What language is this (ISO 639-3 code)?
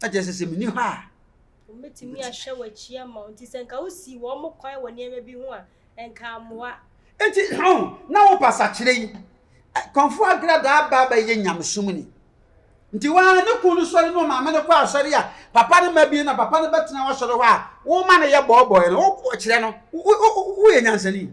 aka